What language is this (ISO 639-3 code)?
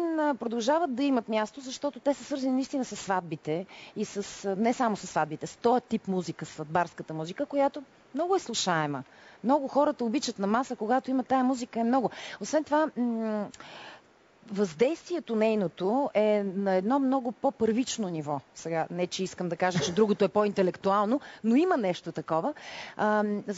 bul